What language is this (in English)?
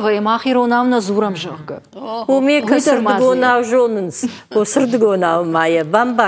Ossetic